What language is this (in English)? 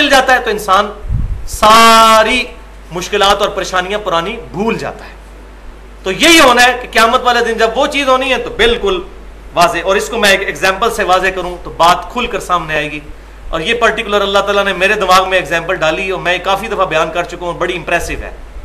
Urdu